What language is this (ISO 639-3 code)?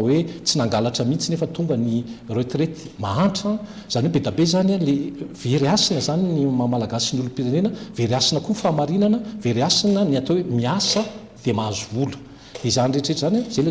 mlg